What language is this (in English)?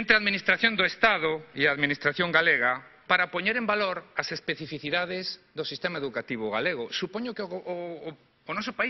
Galician